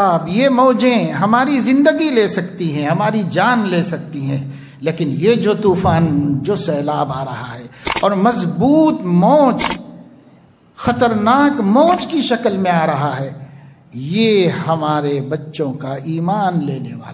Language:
Urdu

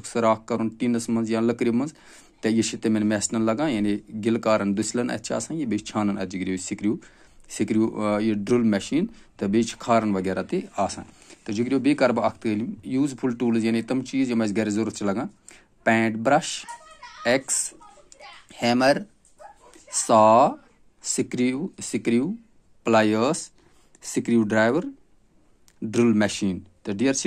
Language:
Kashmiri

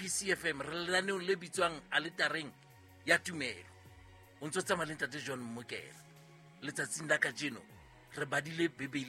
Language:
Southern Sotho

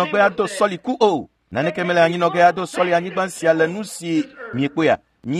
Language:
Ewe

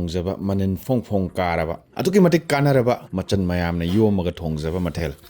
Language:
Manipuri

